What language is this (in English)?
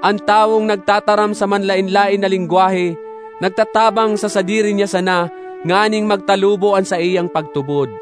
Bikol